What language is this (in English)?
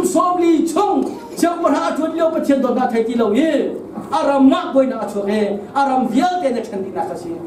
Hakha Chin